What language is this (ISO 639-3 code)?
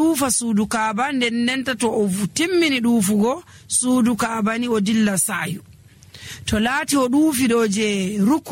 fuv